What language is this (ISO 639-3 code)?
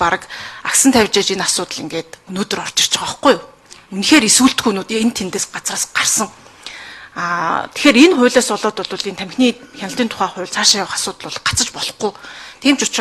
mon